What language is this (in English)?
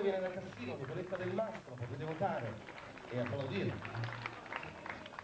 Italian